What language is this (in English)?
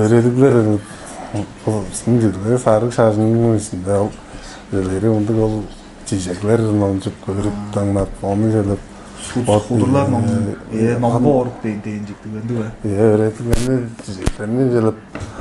Tuvinian